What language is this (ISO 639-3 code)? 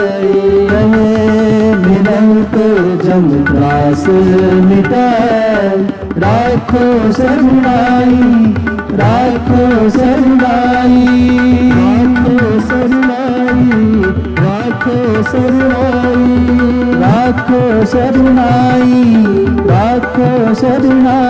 hin